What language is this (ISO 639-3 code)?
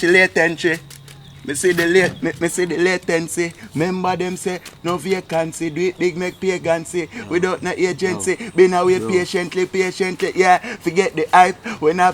jam